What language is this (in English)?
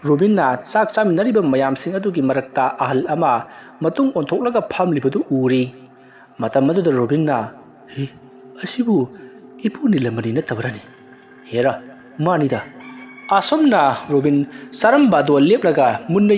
Manipuri